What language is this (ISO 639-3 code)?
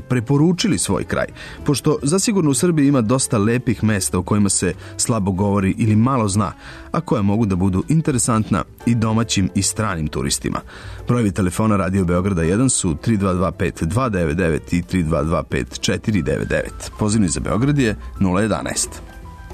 srp